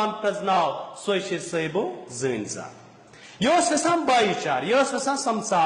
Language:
Kashmiri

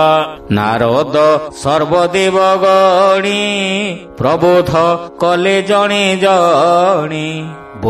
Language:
Odia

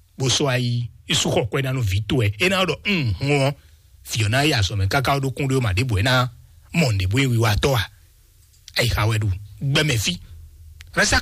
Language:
Fon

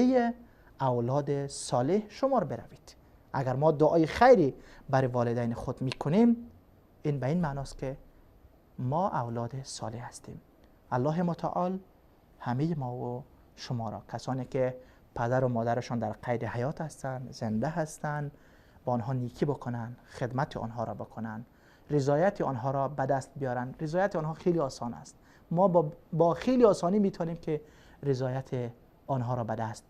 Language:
Persian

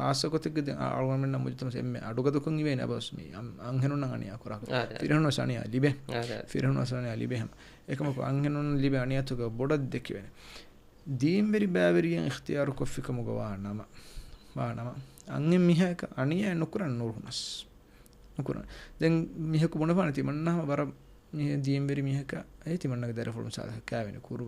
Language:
Divehi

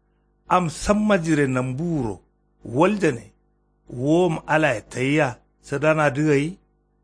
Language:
Kanuri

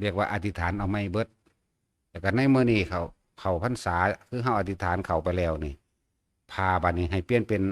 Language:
Northeastern Thai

